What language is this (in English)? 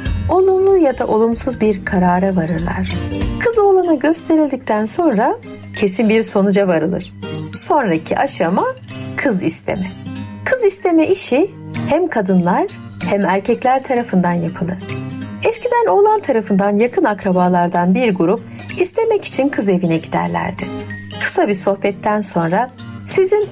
Turkish